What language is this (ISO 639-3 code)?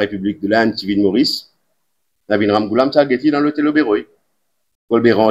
mfe